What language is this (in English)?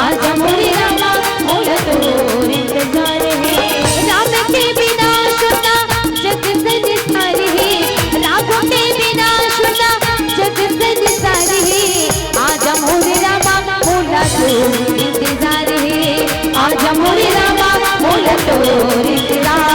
Chhattisgarhi